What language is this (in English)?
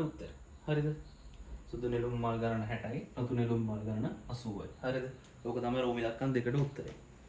Sinhala